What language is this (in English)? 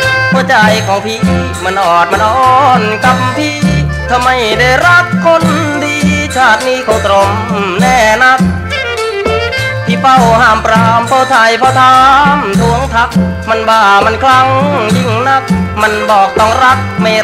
Thai